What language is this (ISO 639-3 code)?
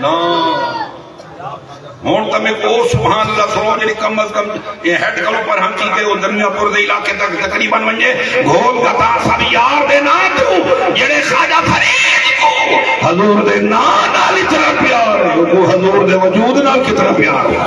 skr